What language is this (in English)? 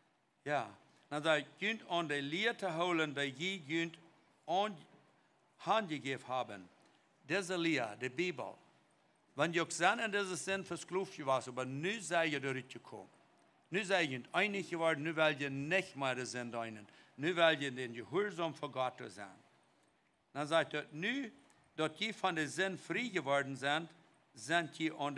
Plautdietsch